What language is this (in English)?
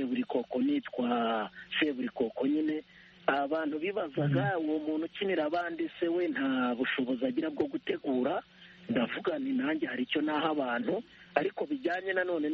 Kinyarwanda